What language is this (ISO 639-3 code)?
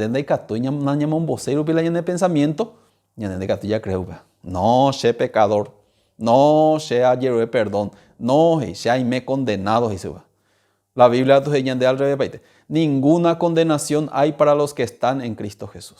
grn